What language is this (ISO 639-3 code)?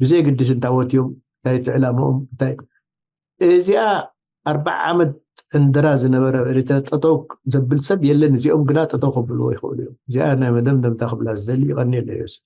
tir